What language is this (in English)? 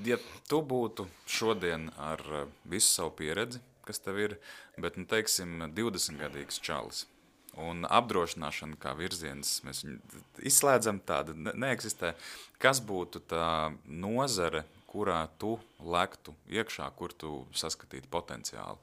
Latvian